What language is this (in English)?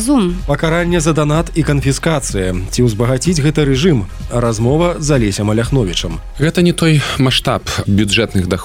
Belarusian